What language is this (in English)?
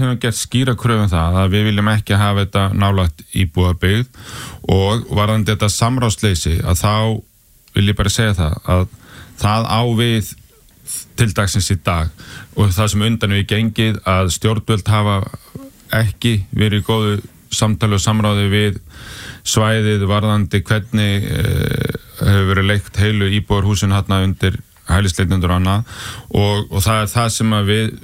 Icelandic